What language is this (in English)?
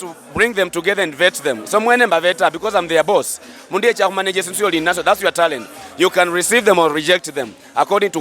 Luyia